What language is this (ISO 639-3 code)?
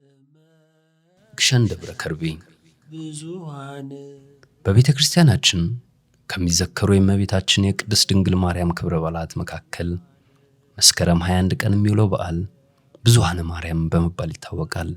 amh